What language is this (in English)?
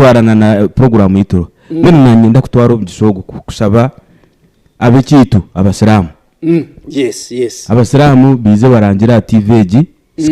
Nyankole